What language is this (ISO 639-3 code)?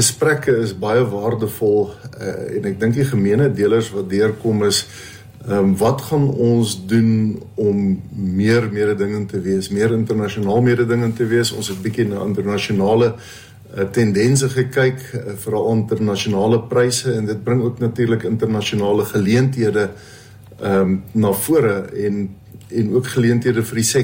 afr